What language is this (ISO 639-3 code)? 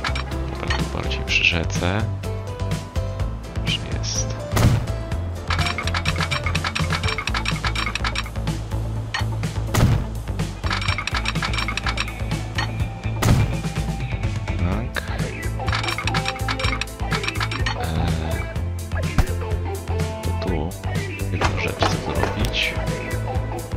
pol